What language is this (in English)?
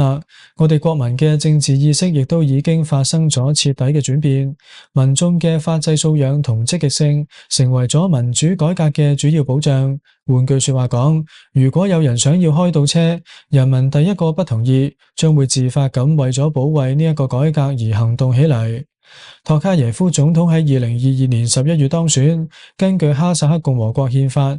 Cantonese